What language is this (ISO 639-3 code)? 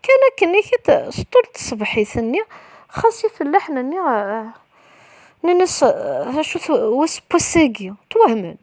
kab